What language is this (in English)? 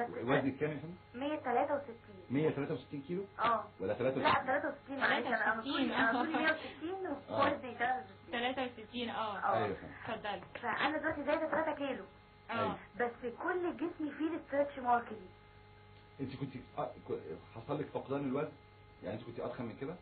Egyptian Arabic